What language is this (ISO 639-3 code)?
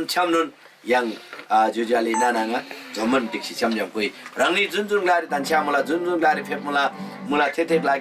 taj